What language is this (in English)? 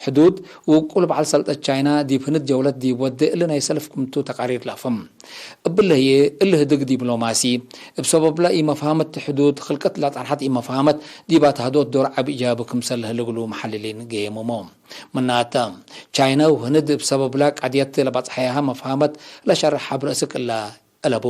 Tigre